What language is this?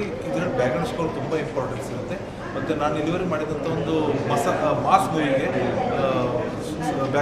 Kannada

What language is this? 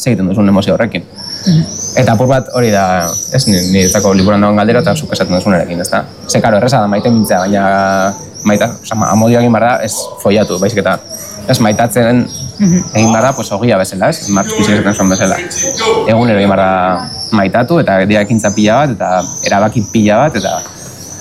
Basque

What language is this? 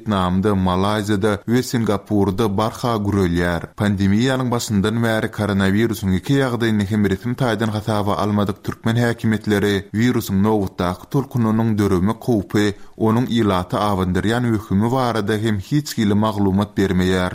Turkmen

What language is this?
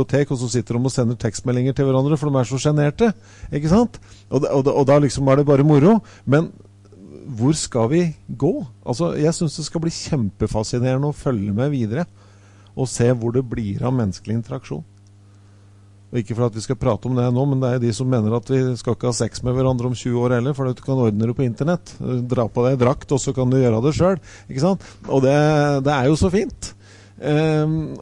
Norwegian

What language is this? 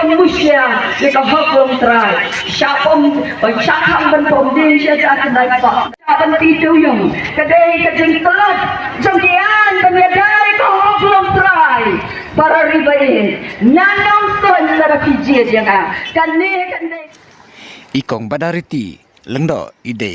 Khasi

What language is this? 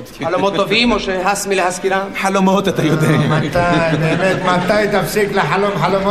Hebrew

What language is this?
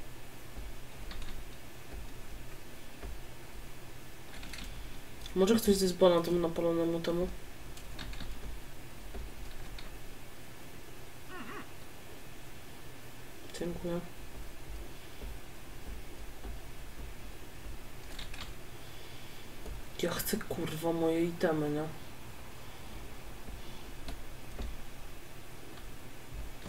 Polish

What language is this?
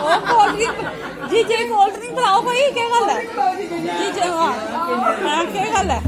Dogri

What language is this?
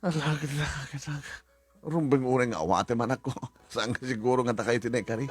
Iloko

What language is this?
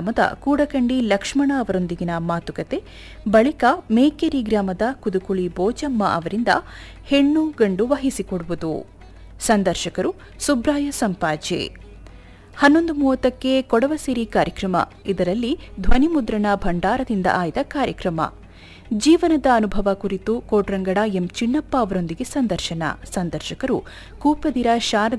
Kannada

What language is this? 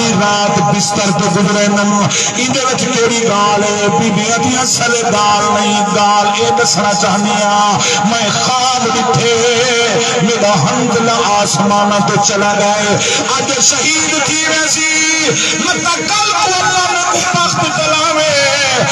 Saraiki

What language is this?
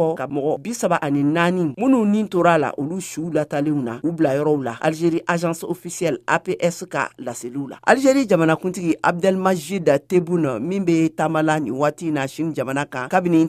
Bambara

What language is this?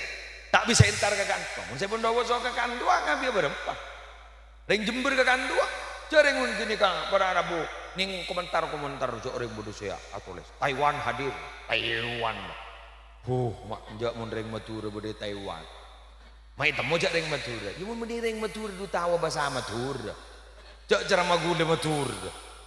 Madurese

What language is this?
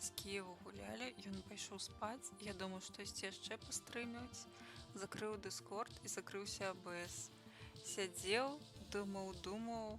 Belarusian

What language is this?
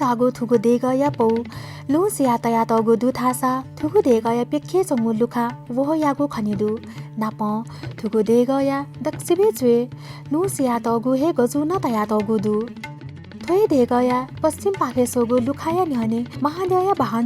Newari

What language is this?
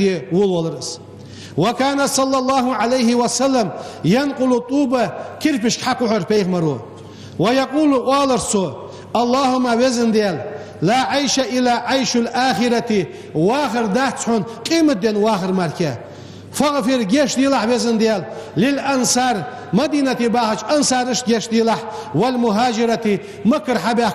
Ingush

